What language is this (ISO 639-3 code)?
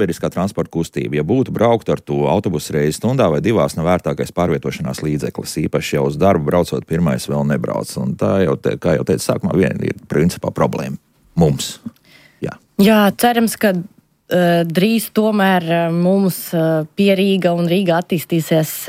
lav